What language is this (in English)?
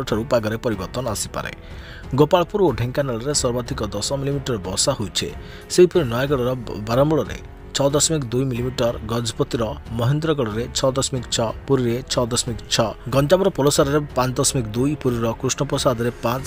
Odia